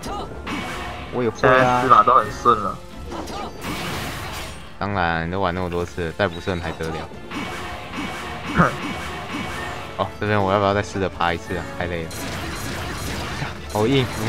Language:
Chinese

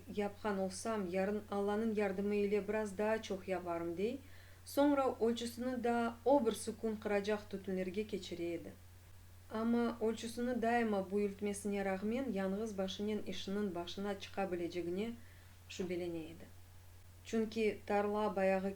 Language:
Crimean Tatar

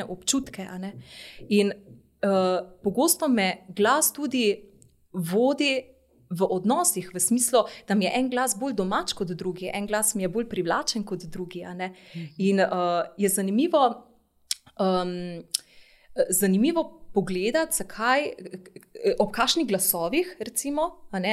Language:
Slovenian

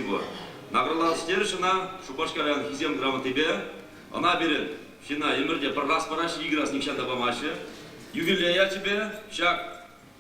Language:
Chuvash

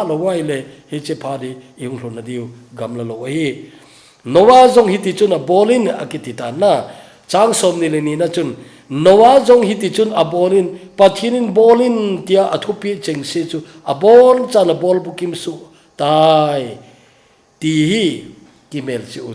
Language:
Thado Chin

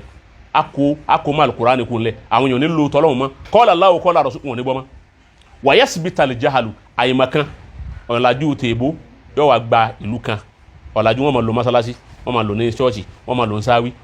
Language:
Yoruba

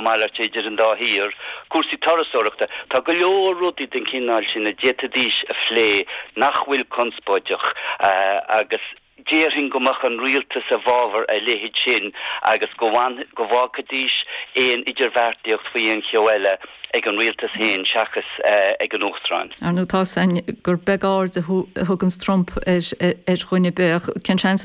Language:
Irish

